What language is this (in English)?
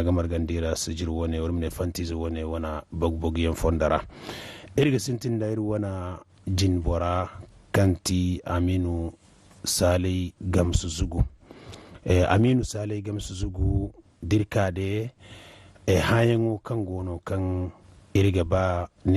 Zarma